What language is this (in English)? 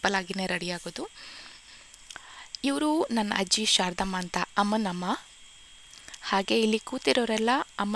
Kannada